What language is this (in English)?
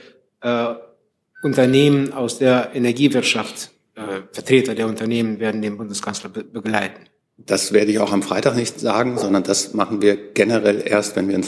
German